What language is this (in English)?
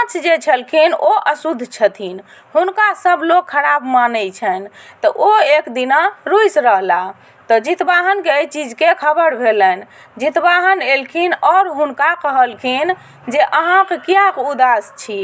Maithili